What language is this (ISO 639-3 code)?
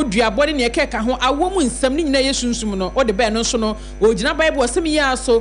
aka